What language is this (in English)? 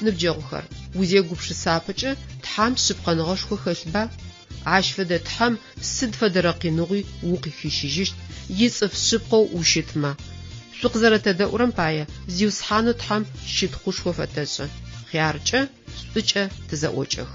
Adyghe